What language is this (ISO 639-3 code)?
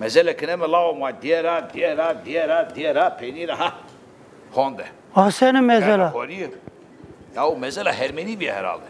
zza